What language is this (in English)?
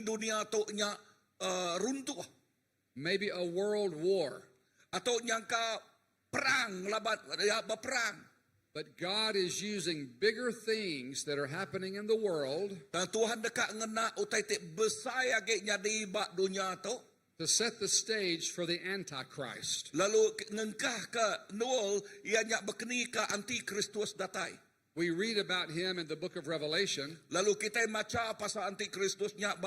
Iban